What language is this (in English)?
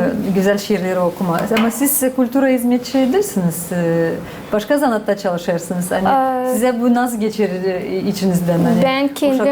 Gagauz